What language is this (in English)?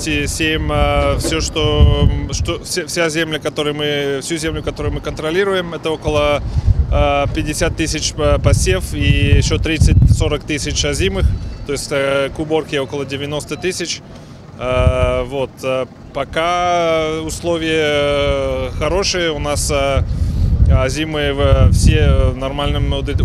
Ukrainian